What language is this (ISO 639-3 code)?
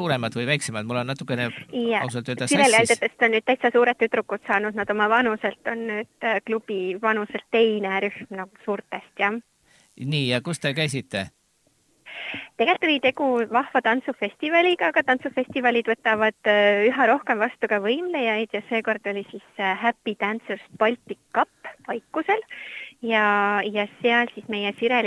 est